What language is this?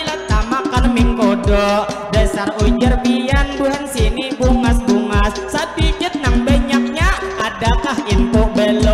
Banjar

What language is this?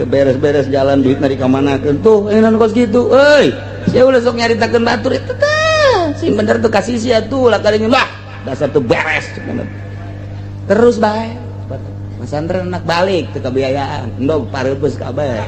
Sundanese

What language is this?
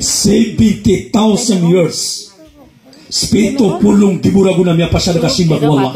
Maranao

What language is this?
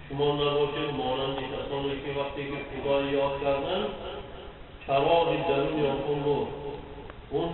Tajik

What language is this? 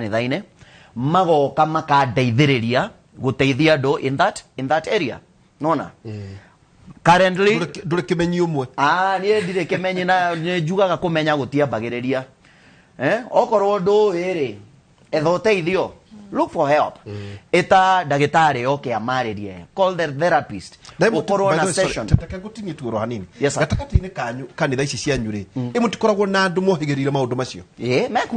Kikuyu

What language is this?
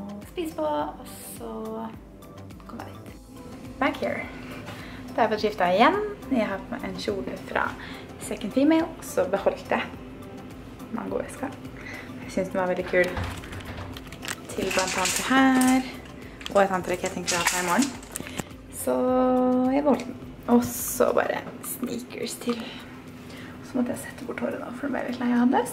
Norwegian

